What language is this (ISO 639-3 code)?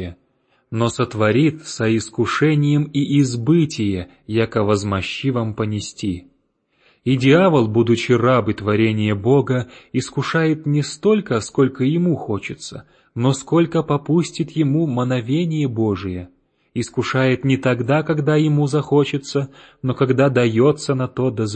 rus